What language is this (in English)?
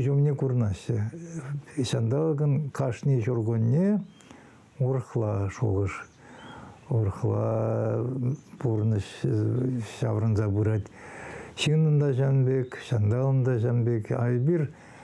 Chuvash